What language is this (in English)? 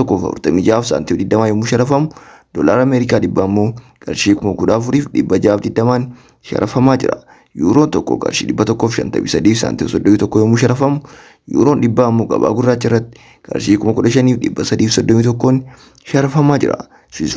Oromo